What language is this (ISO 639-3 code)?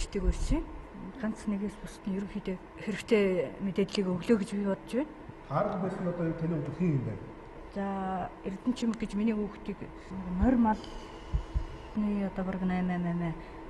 mon